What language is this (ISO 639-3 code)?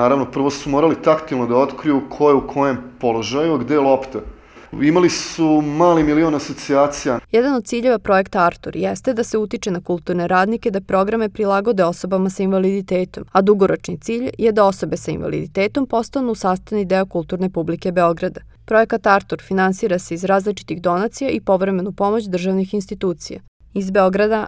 srp